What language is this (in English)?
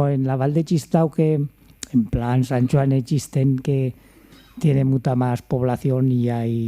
Aragonese